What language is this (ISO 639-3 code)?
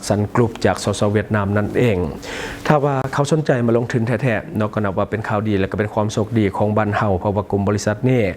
lao